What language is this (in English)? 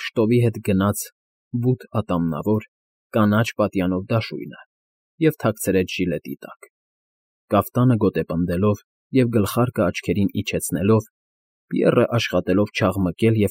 Armenian